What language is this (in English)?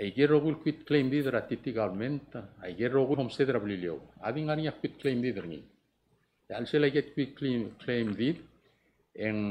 Palauan